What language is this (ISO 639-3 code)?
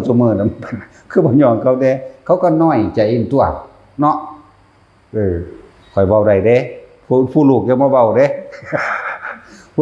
lao